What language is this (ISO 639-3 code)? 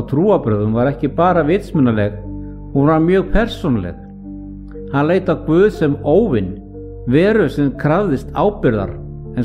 isl